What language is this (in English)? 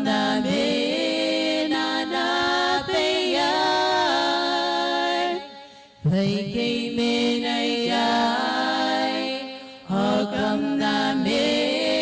Gilbertese